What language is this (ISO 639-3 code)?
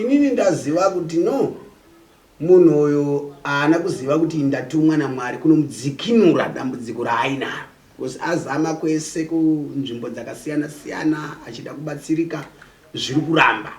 sna